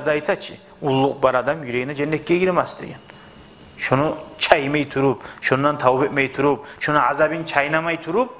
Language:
Kumyk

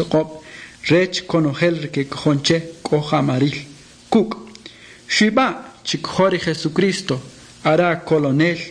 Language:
Kʼicheʼ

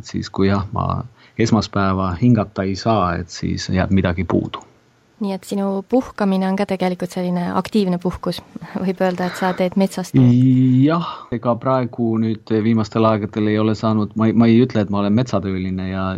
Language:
Estonian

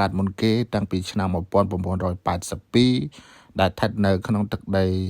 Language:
Khmer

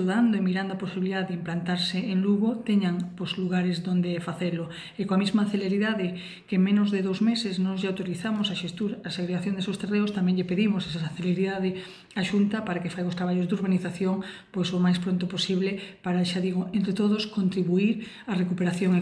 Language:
Galician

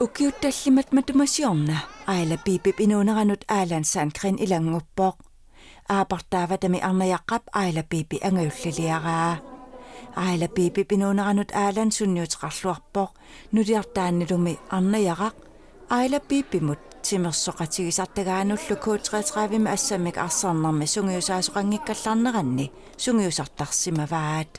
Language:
Kalaallisut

